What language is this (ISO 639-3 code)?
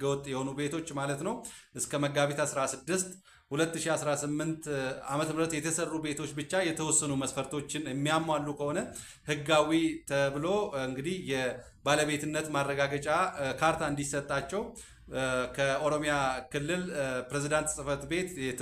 amh